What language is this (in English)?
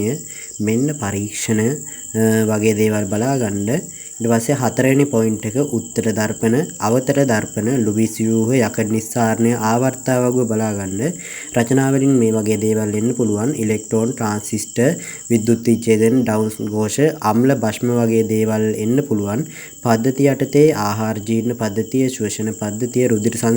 Sinhala